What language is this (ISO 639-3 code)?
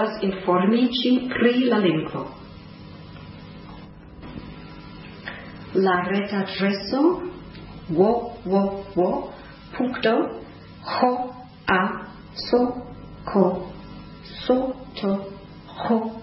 epo